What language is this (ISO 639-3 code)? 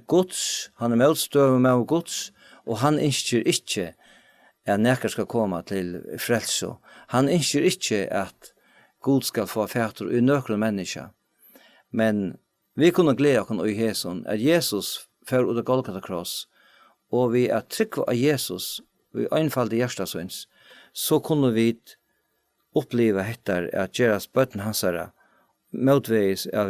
fao